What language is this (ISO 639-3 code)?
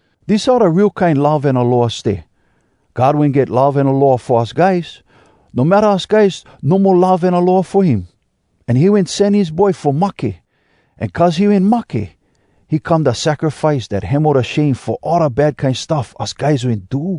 hwc